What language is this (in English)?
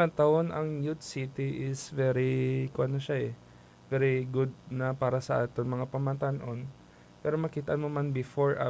Hiligaynon